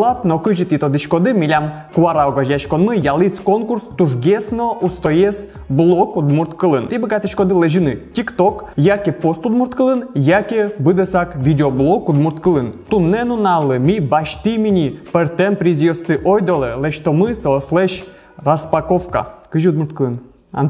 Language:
Udmurt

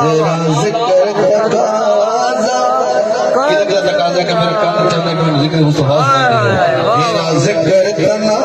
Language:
Saraiki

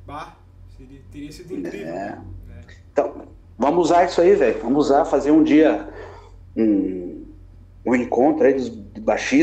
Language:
Portuguese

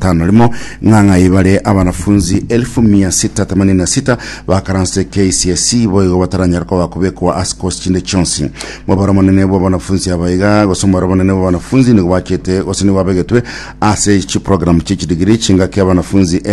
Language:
Gusii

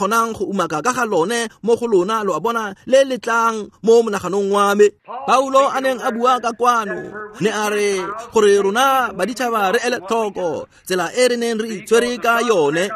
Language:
Tswana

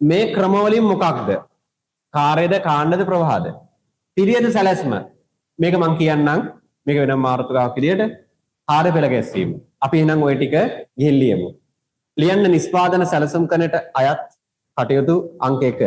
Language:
Sinhala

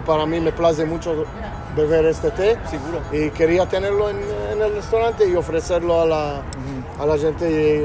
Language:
Ladino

